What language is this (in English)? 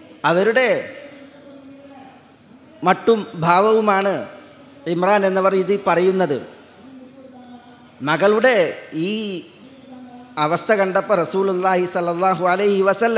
Malayalam